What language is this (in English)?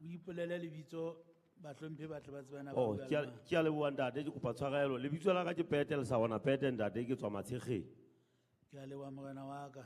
Southern Sotho